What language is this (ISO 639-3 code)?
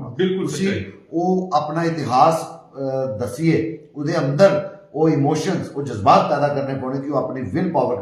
doi